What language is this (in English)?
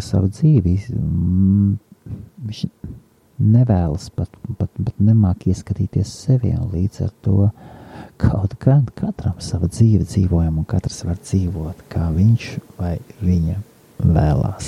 Latvian